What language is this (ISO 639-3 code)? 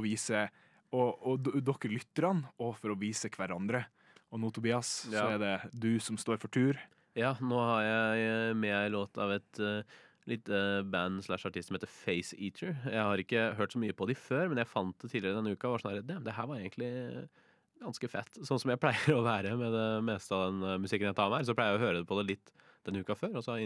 nor